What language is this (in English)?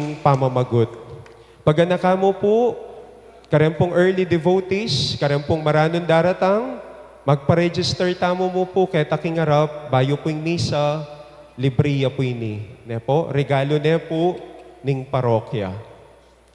Pampanga